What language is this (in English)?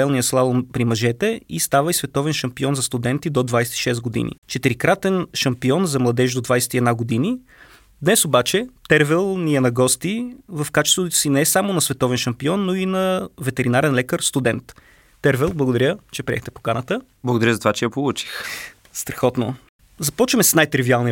Bulgarian